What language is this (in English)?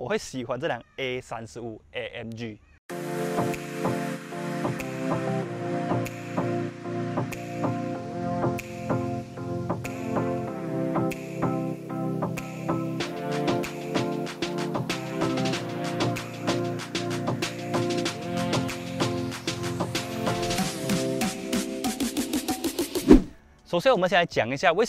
Chinese